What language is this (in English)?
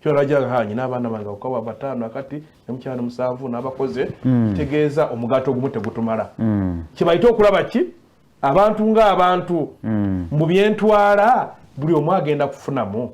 Ganda